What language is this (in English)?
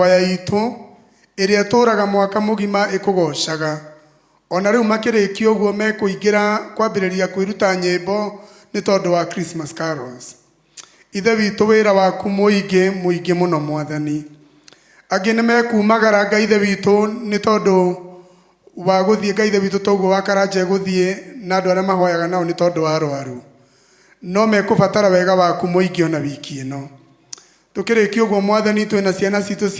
Kikuyu